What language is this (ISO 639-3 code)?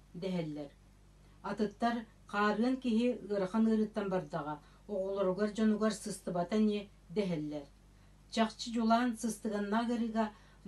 sah